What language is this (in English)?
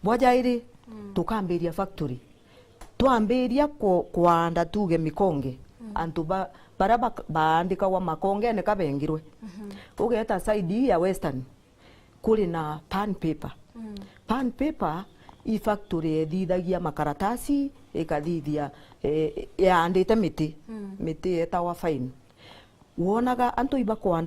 Meru